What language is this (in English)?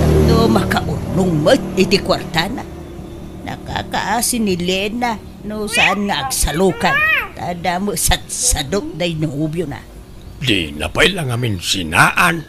Iloko